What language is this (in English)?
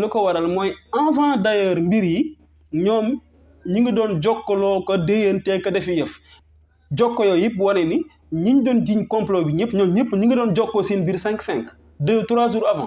Wolof